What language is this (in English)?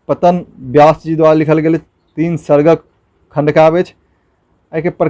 Maithili